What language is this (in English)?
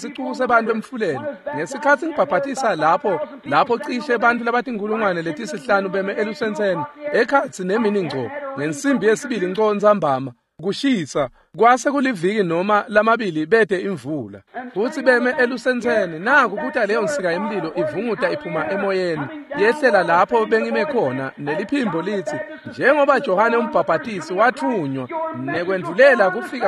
Swati